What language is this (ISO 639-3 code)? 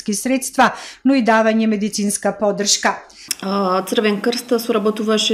mkd